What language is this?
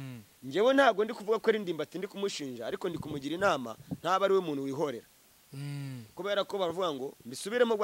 Kinyarwanda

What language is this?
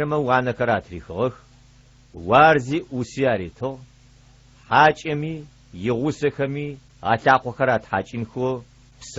Adyghe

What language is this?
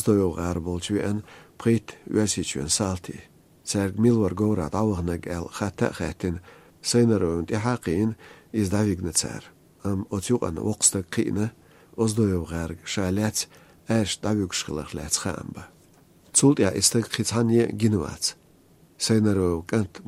Chechen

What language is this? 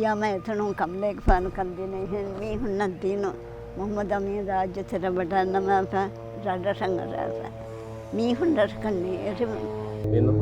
Divehi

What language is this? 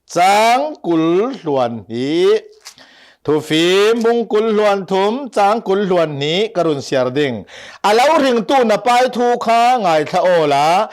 Hakha Chin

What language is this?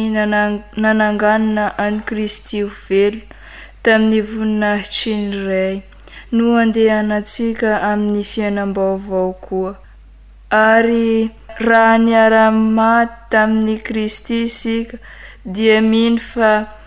Malagasy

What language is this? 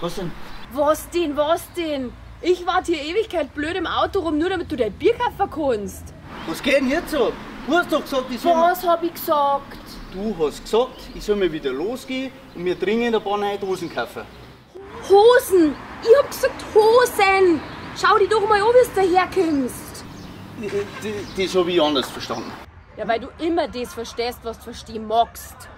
Bavarian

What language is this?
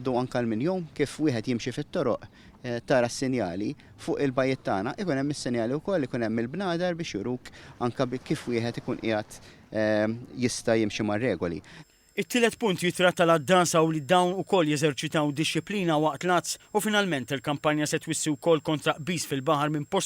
Maltese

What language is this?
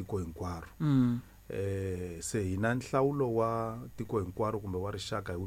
Tsonga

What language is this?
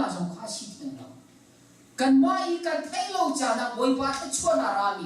Hakha Chin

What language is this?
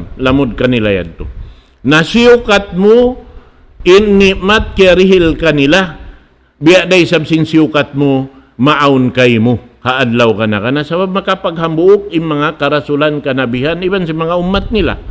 Tausug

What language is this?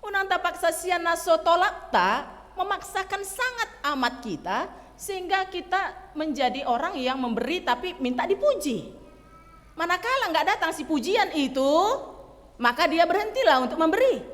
Batak Toba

